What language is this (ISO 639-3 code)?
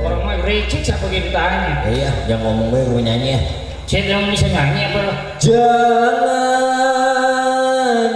bew